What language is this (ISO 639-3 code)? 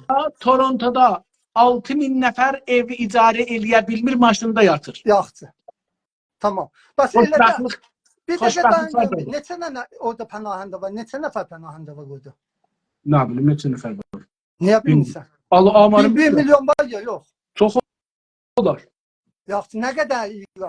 azb